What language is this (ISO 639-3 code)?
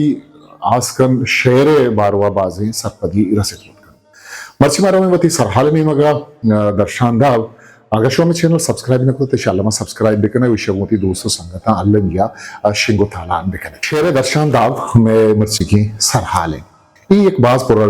bgp